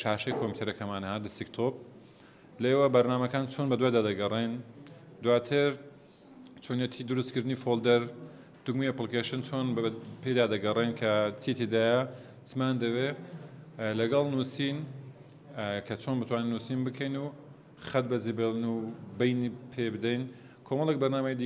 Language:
Central Kurdish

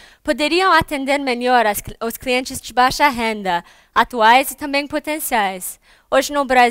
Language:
Portuguese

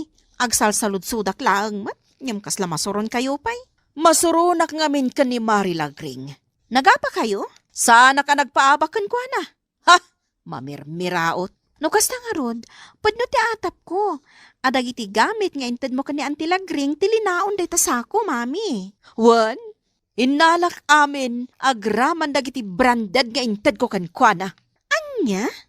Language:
Iloko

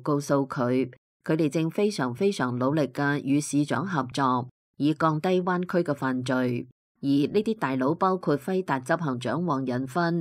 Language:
Cantonese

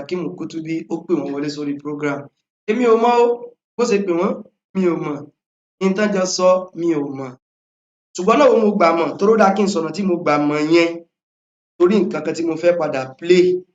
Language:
Yoruba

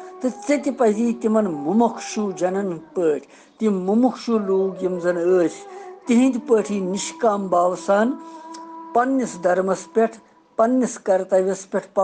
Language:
Kashmiri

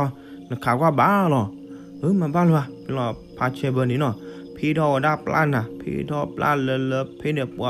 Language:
S'gaw Karen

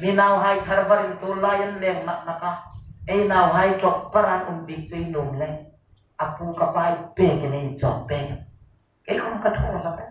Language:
Hmar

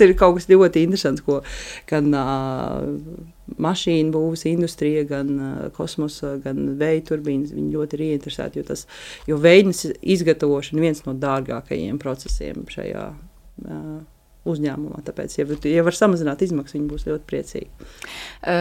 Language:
Latvian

